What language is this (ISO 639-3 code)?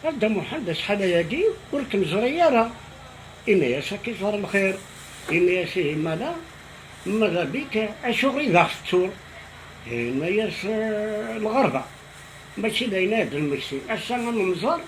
kab